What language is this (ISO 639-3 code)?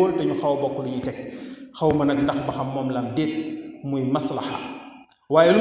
wol